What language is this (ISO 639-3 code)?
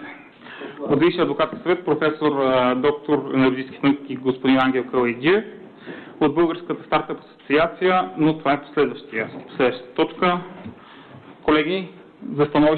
bul